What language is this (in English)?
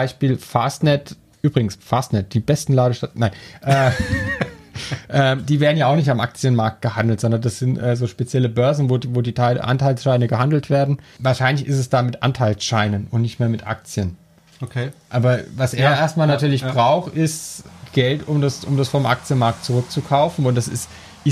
German